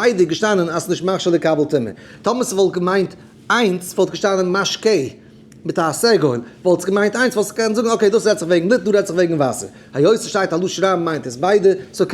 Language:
Yiddish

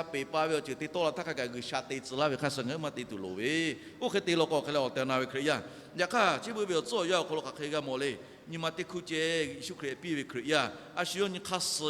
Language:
Lahu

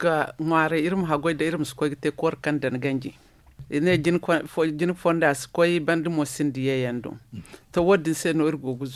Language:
Zarma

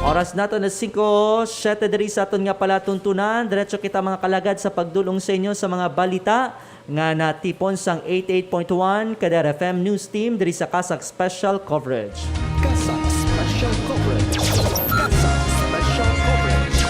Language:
Hiligaynon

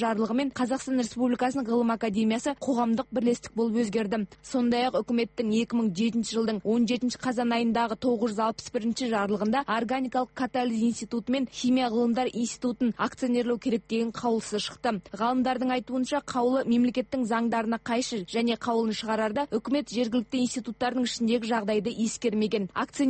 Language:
Kazakh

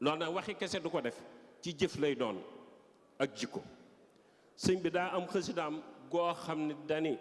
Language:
Wolof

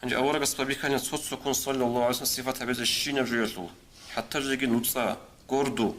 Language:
Avaric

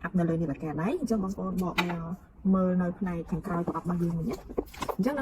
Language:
Khmer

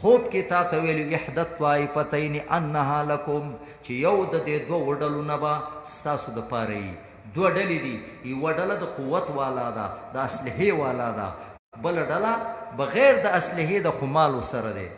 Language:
Pashto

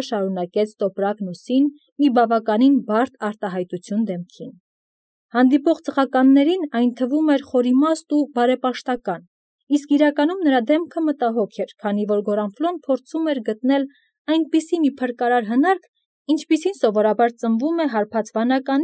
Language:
Armenian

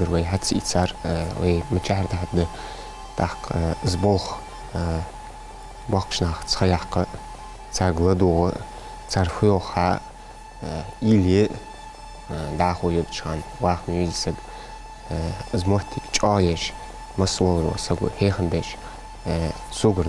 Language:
Ingush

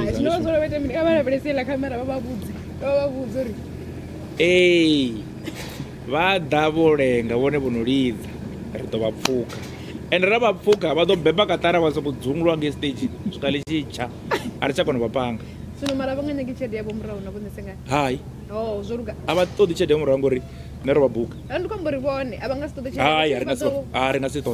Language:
Venda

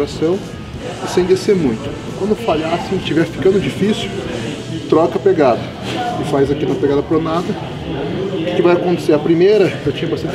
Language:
Portuguese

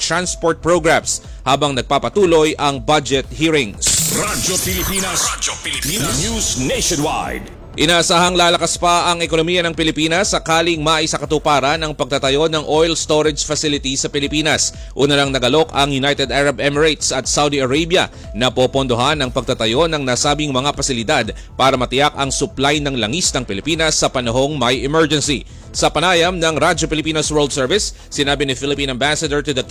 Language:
Filipino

